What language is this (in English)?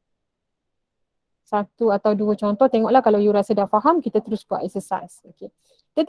Malay